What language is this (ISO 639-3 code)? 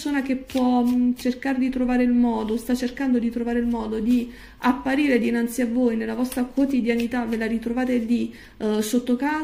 ita